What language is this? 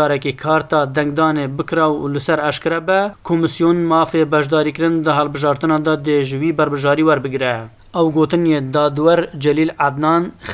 Kurdish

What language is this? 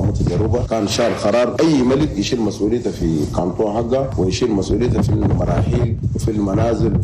Chadian Arabic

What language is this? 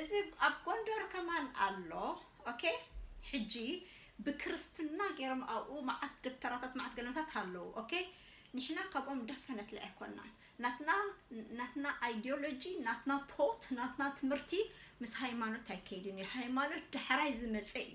Tigrinya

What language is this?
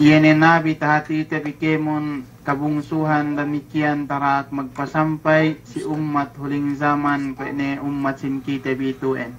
Yakan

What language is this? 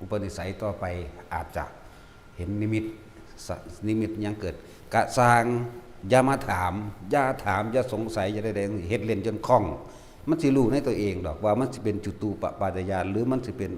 Lao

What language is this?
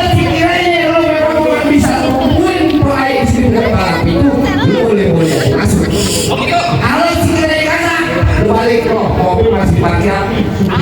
Betawi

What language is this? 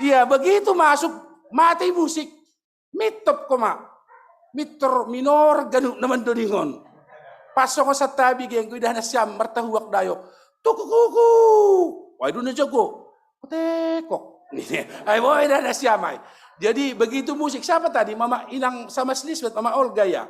Batak Simalungun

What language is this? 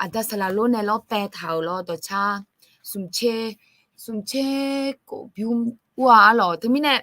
Akha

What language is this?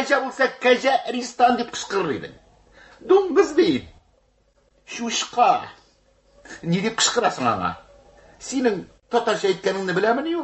Tatar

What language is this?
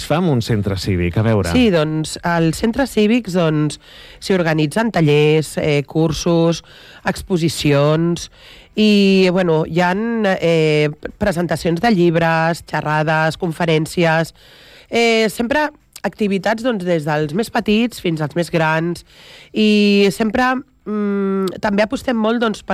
Catalan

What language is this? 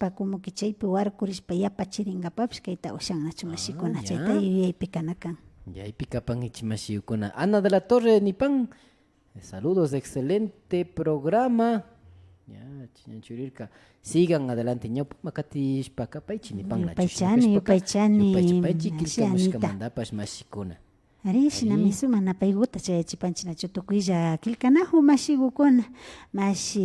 Imbabura Highland Quichua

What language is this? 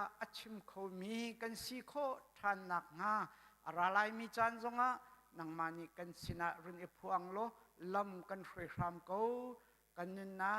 Hakha Chin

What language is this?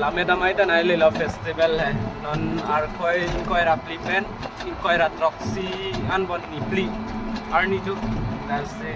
Karbi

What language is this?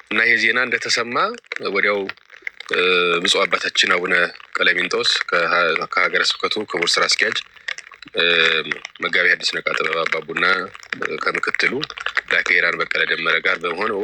Amharic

